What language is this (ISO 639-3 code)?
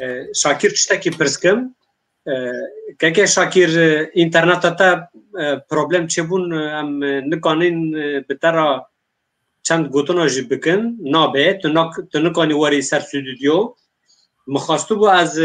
kur